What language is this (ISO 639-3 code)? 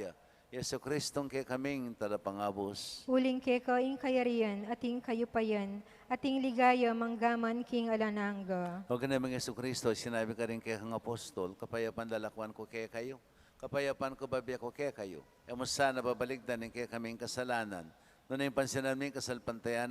pam